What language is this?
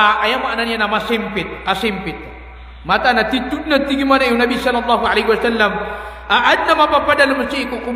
Maranao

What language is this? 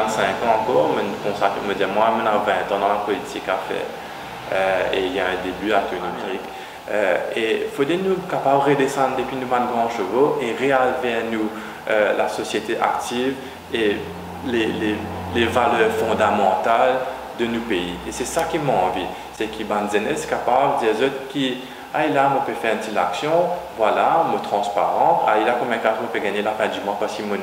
Morisyen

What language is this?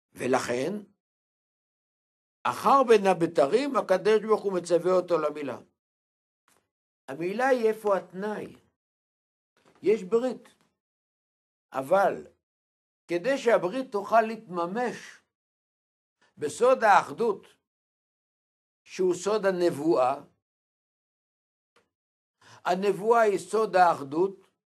Hebrew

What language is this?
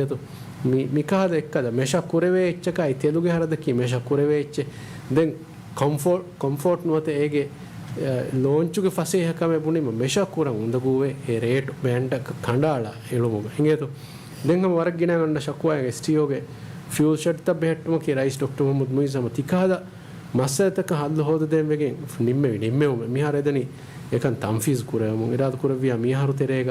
Divehi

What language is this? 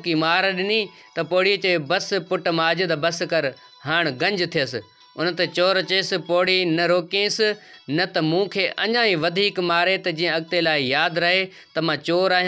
Sindhi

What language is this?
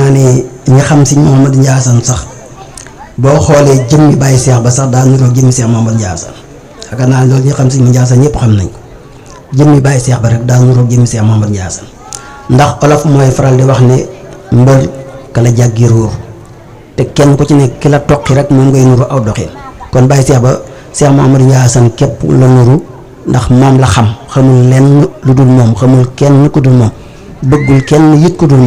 Wolof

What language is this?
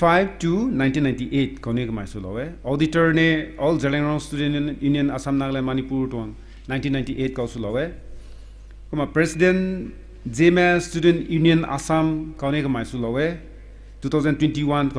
Rongmei Naga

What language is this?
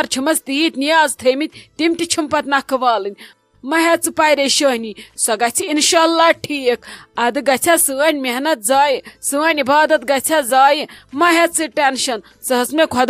Kashmiri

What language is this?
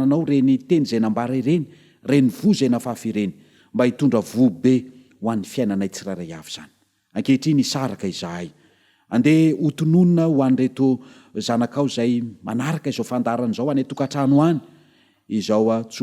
Malagasy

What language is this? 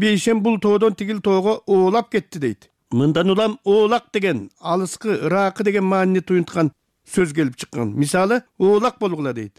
Kyrgyz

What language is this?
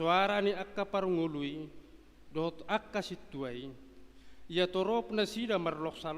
Batak Toba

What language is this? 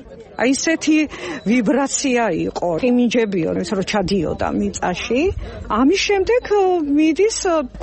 Georgian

